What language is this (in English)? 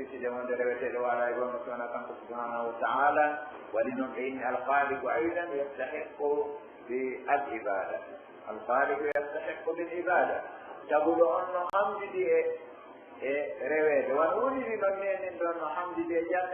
Pular